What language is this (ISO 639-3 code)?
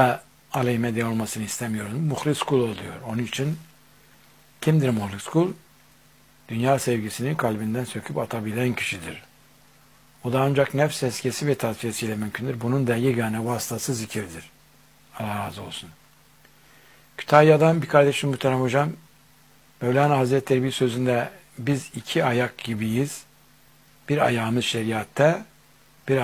tur